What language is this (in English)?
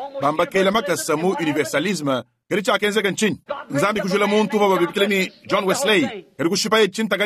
Luba-Lulua